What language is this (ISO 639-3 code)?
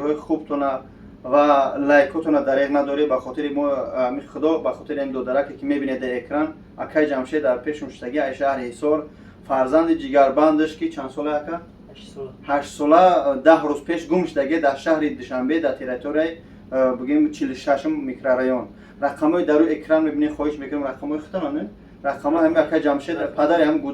tgk